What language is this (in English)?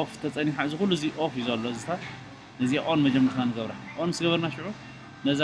Tigrinya